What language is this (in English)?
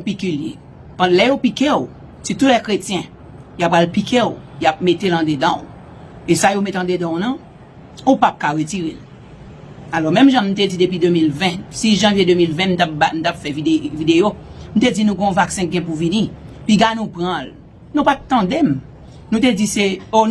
Haitian Creole